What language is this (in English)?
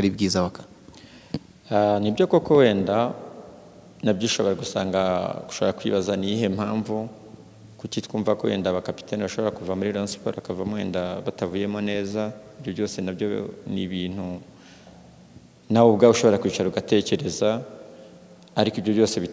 Kinyarwanda